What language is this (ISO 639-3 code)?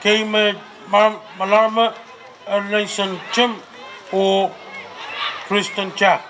pon